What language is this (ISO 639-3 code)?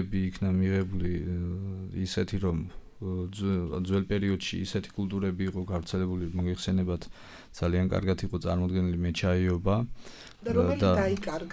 kat